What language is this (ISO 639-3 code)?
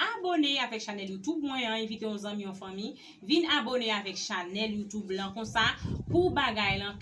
hat